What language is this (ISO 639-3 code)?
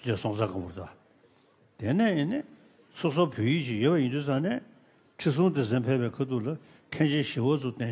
bod